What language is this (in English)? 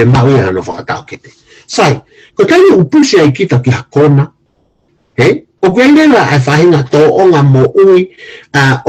Tongan